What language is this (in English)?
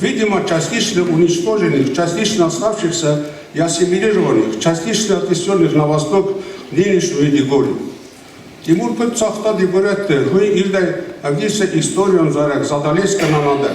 Ossetic